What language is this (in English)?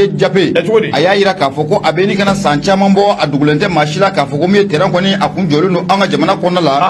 Bambara